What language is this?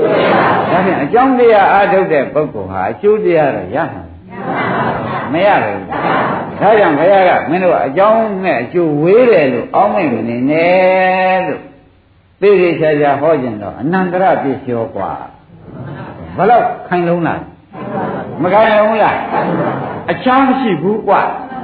Burmese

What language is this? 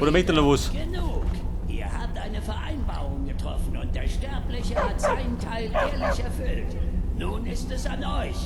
Bavarian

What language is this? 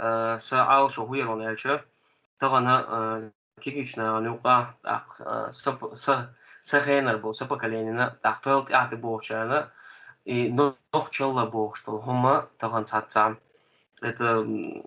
Chechen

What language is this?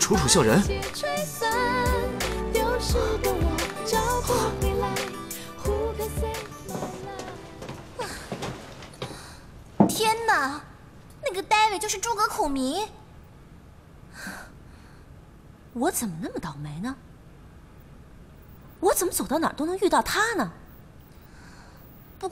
Chinese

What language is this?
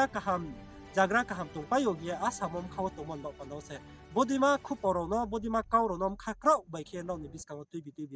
Riang (India)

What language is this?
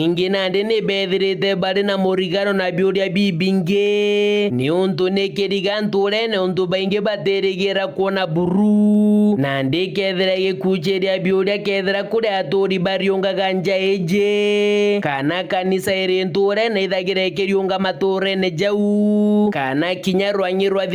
Meru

